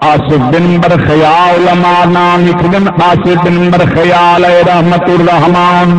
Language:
Saraiki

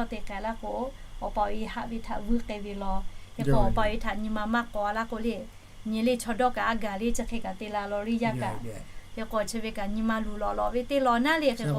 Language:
Lahu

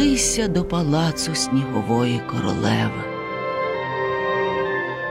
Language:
Ukrainian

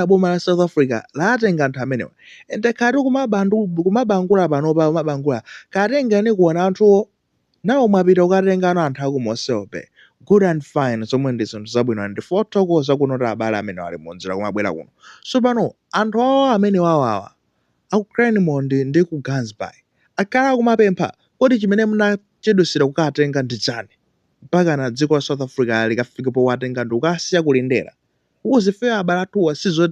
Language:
Nyanja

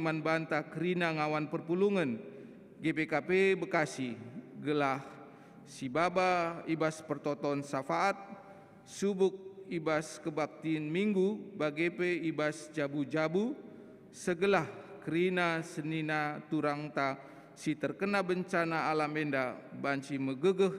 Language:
Batak Karo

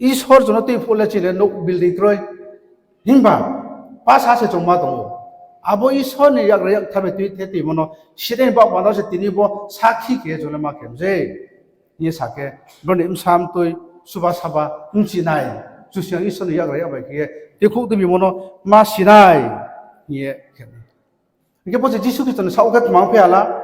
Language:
Riang (India)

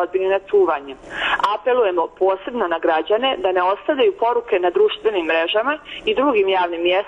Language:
Bosnian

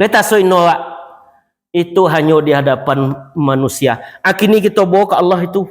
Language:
Minangkabau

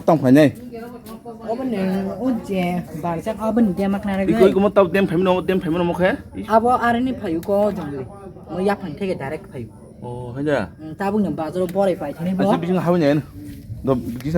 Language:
Kok Borok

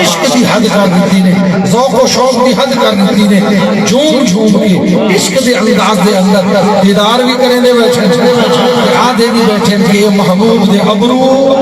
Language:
Saraiki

